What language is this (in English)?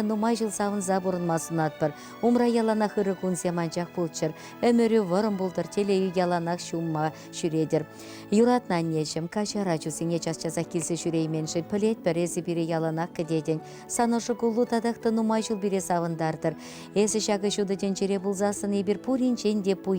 Chuvash